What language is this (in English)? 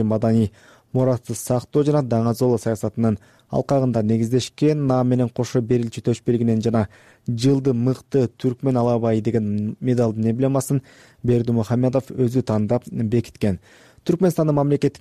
Kyrgyz